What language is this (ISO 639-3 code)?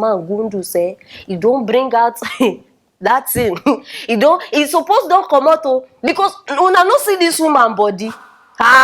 pcm